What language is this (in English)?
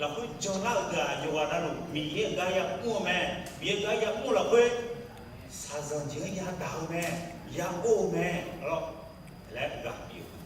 Akha